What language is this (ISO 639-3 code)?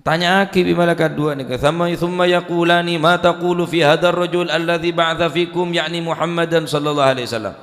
mad